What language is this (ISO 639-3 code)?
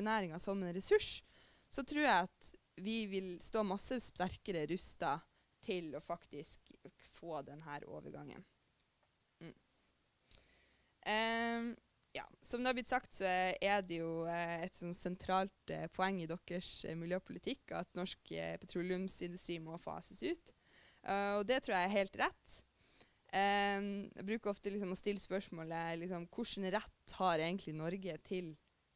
nor